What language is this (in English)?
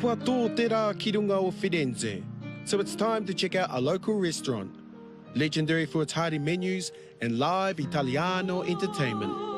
Māori